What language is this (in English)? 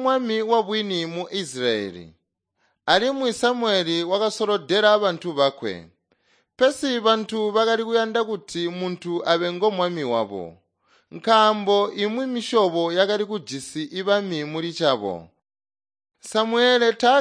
Tonga (Zambia)